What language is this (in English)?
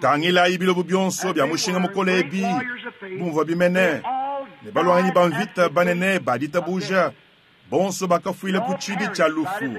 Luba-Lulua